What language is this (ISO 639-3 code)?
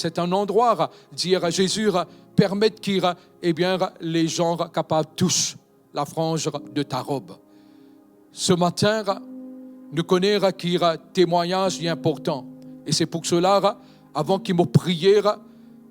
mfe